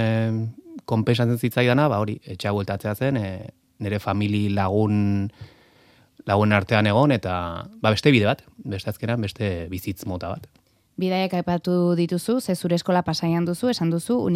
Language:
Basque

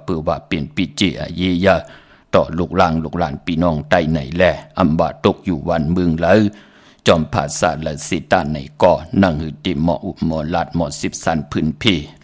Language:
Shan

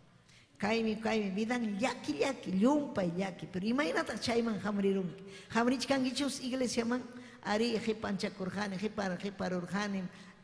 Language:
Ayacucho Quechua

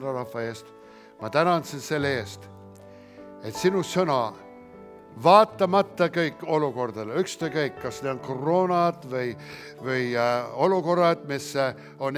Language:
Estonian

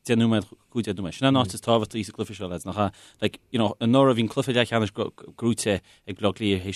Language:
Irish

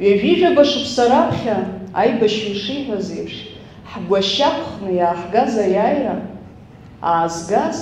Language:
Abkhazian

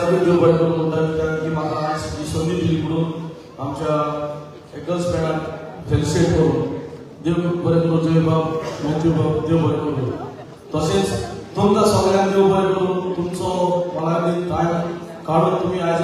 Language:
Konkani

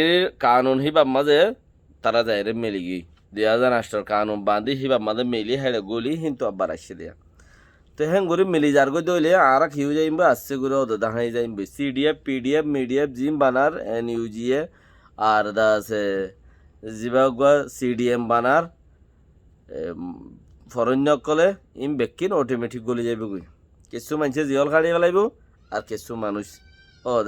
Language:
Rohingya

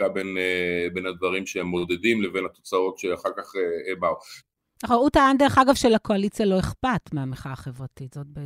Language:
Hebrew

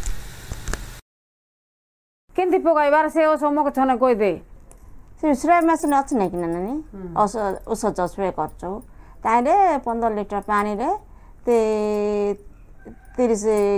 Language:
Odia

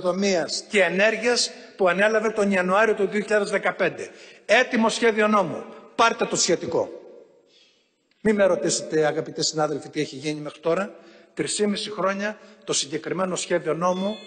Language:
Greek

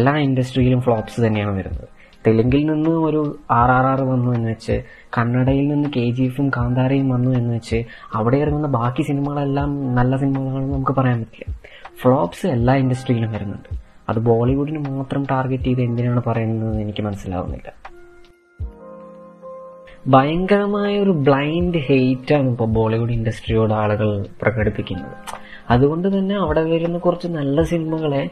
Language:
Malayalam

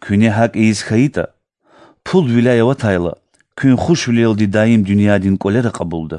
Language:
Lezghian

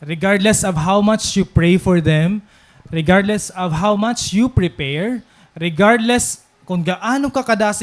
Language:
Waray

